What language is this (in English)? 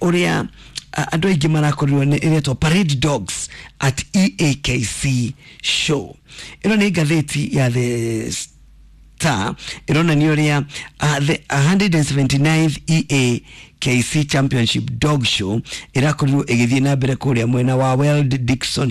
Kikuyu